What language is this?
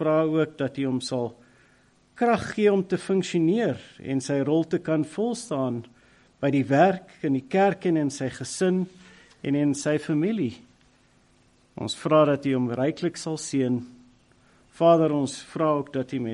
Afrikaans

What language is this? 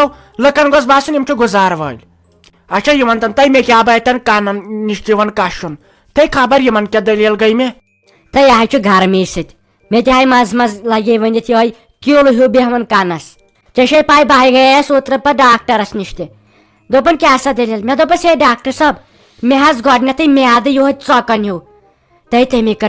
Kashmiri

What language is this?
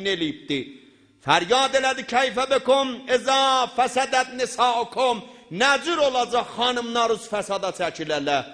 South Azerbaijani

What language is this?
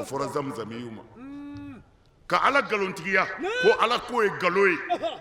Bambara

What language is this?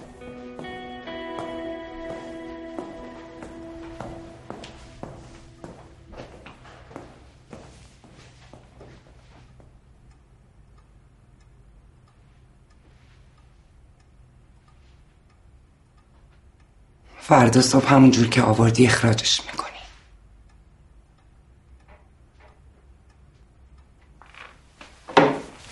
Persian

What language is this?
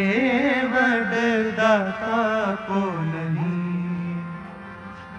Punjabi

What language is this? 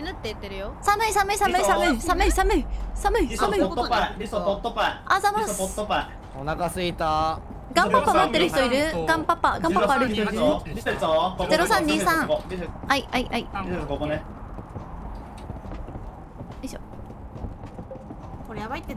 Japanese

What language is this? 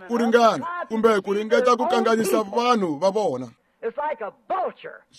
Tsonga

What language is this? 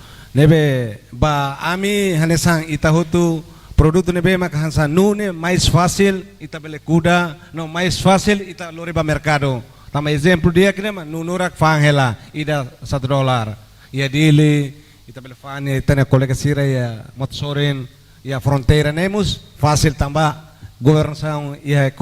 Tetum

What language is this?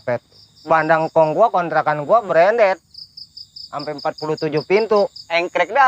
Betawi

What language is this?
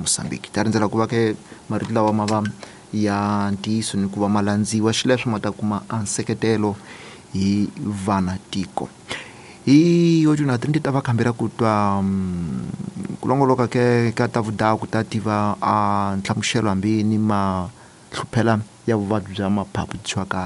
Tsonga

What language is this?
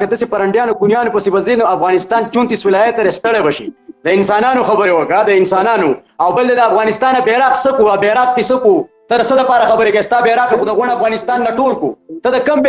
Pashto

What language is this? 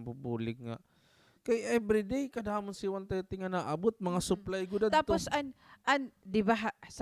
Waray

